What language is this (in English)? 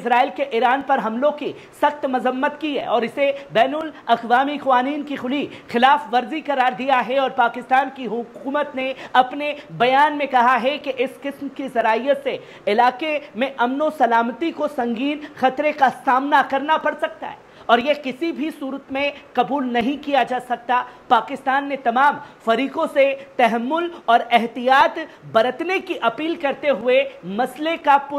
Urdu